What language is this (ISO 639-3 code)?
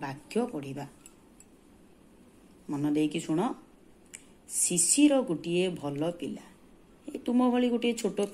ori